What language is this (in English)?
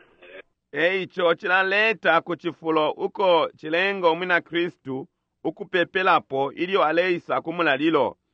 Bemba